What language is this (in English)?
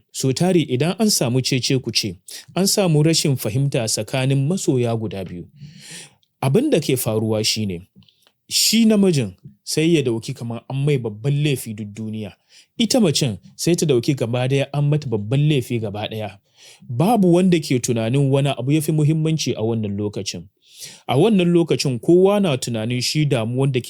Hausa